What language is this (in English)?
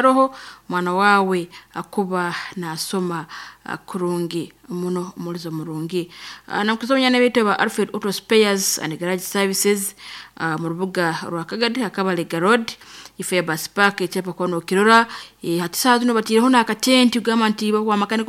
Nyoro